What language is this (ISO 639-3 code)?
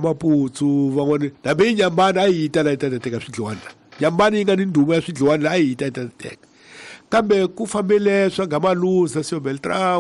tso